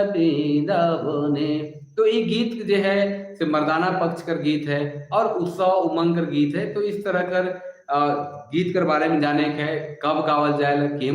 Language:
Sadri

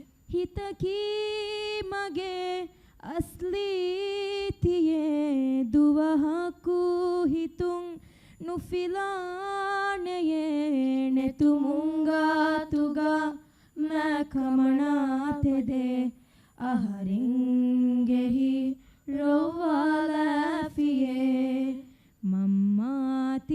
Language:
Divehi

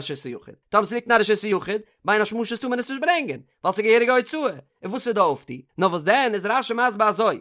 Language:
Yiddish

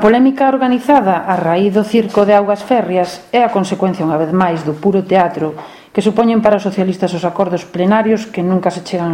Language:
Galician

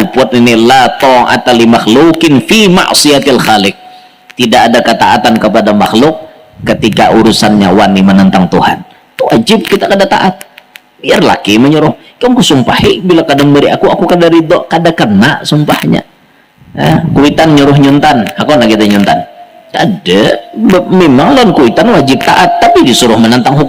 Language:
Banjar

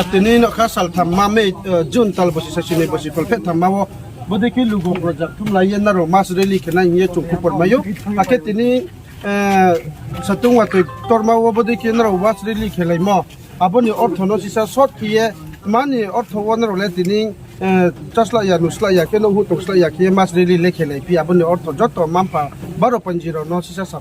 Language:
Riang (India)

